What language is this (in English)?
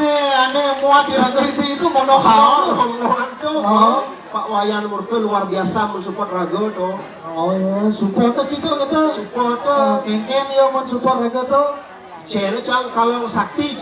Balinese